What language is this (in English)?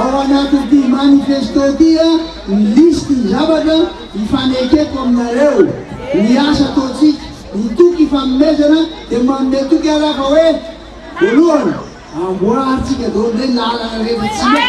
Malagasy